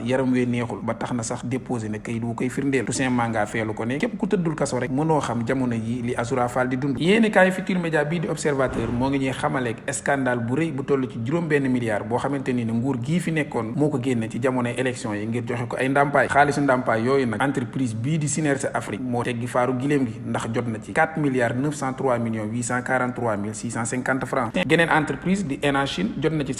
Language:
Wolof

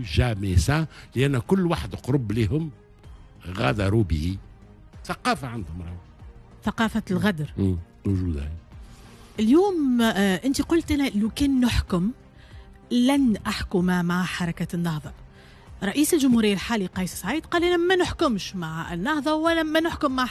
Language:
Tunisian Arabic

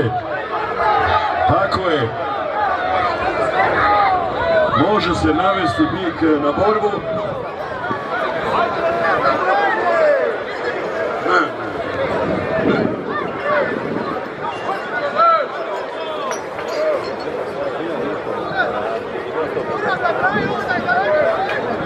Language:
Croatian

